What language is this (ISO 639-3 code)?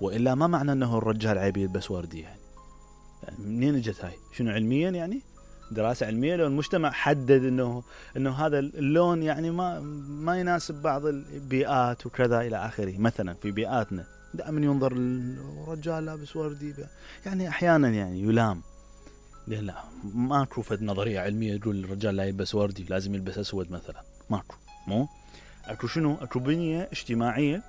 acm